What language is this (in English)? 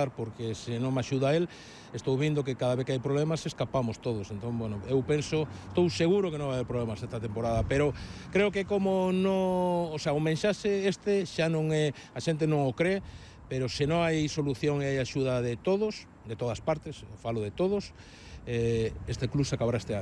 Galician